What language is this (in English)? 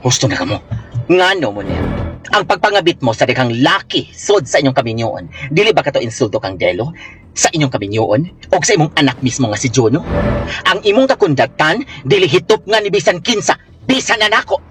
Cebuano